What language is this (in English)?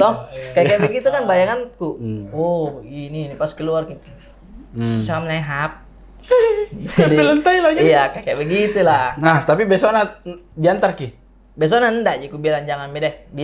Makassar Malay